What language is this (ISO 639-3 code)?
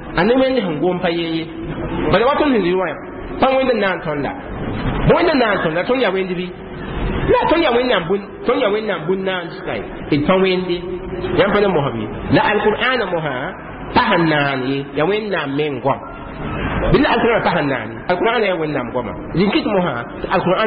mos